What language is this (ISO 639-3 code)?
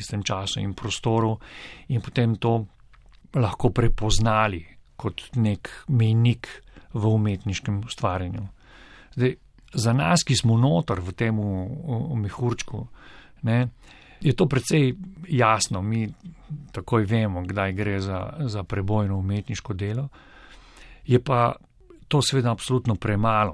slv